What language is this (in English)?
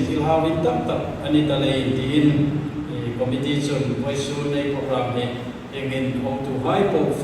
Hmar